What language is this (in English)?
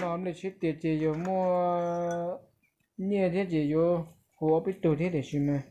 Hmong